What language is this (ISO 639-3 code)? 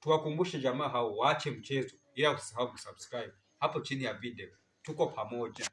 swa